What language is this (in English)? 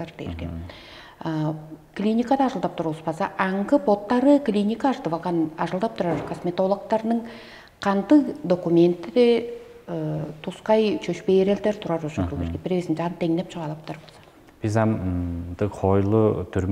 Tuvinian